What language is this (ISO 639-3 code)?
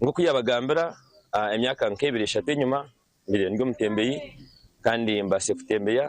nyn